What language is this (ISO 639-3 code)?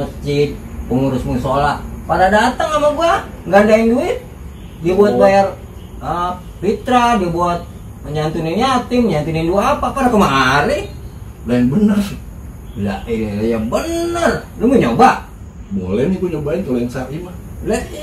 bew